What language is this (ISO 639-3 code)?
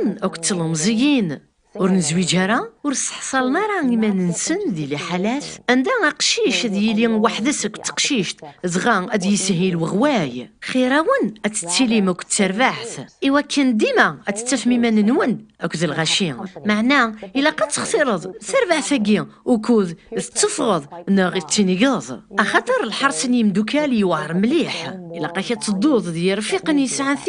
kab